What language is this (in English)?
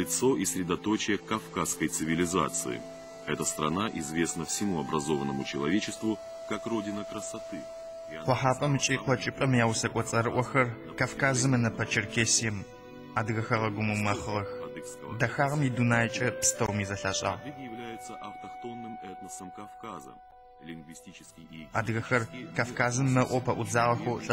Adyghe